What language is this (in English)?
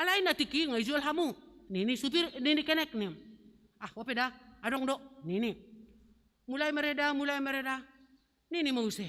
Batak Simalungun